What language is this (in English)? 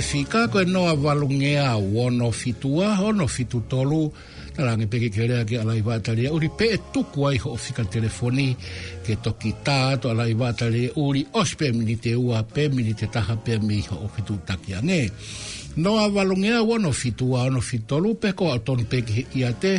Tongan